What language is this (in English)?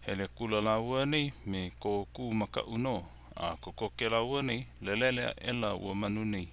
Hawaiian